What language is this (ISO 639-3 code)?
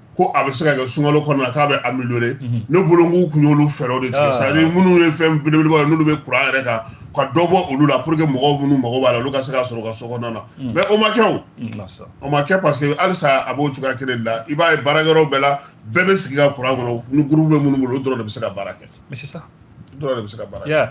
bam